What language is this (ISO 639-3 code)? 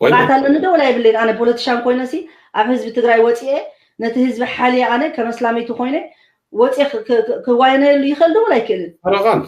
tir